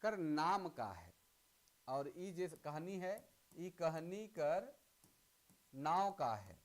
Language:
Sadri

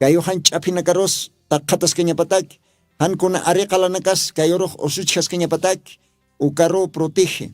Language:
Aymara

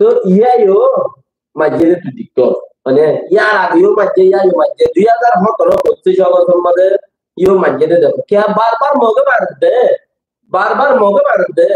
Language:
Rohingya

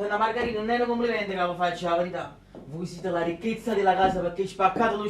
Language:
Neapolitan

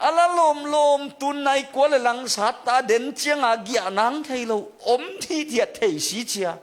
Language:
Tedim Chin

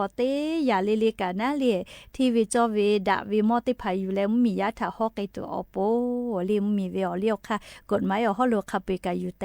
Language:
Lahu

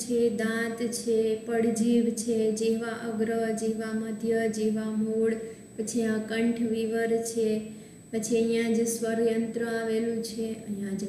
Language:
Gujarati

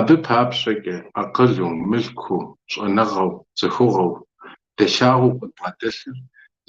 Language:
Kabardian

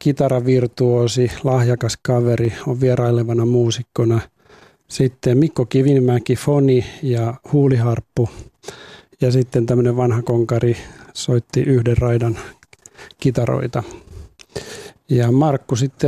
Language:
Finnish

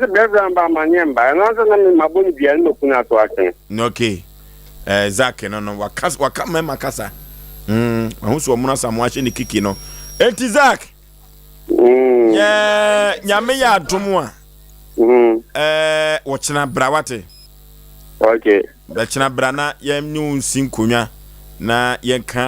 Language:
Akan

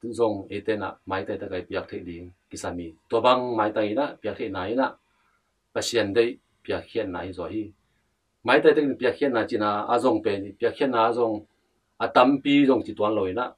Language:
Tedim Chin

